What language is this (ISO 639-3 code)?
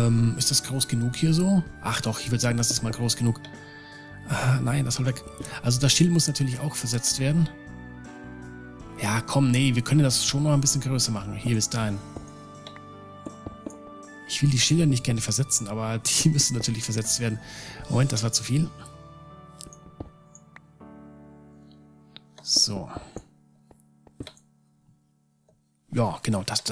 deu